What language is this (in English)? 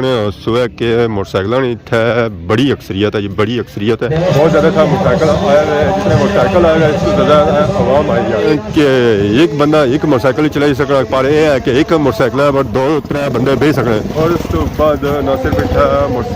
Pahari-Potwari